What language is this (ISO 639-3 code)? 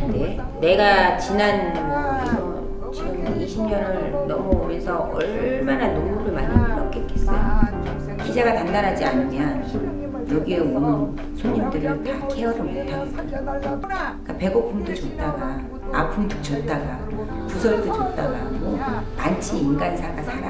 kor